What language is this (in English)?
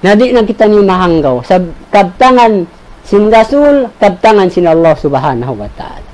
Tausug